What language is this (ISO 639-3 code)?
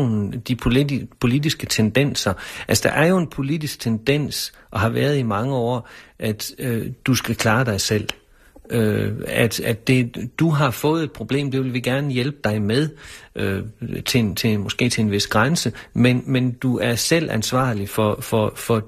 dan